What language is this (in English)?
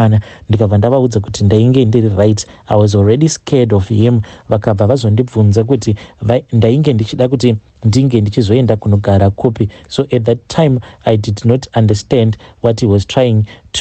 Shona